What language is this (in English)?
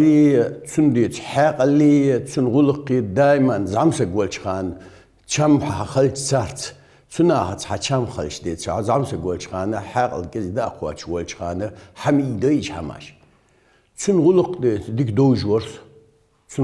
Ingush